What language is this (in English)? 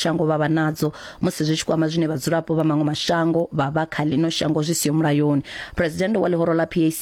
Venda